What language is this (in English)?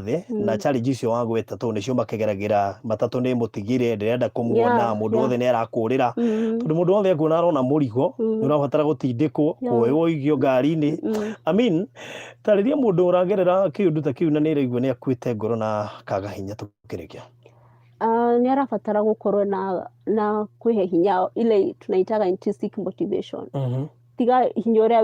Kikuyu